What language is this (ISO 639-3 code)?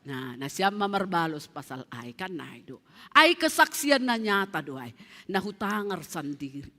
bts